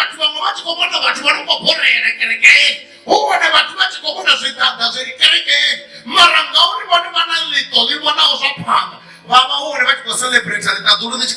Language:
Venda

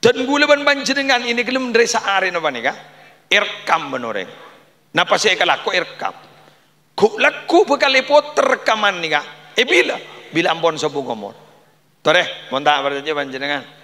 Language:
Madurese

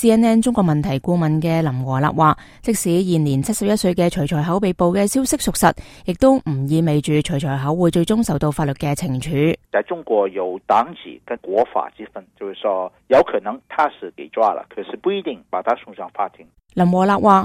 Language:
Cantonese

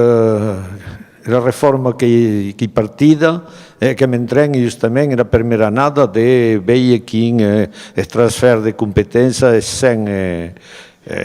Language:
Occitan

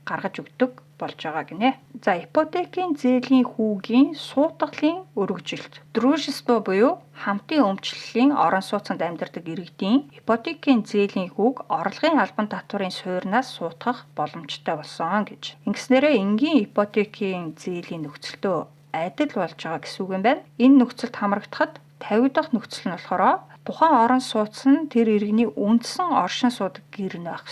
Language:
Mongolian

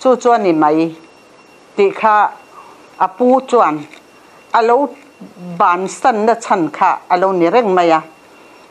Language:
Mizo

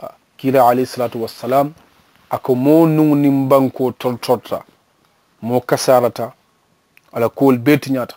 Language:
Mandingo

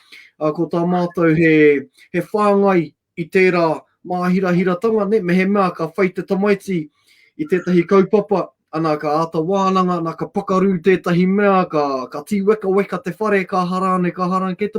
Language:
Māori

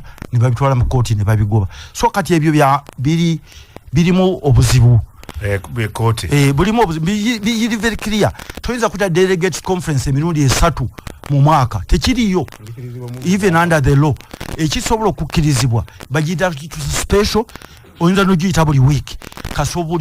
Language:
Ganda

